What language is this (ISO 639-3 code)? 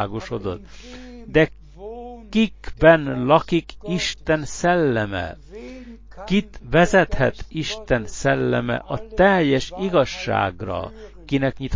hun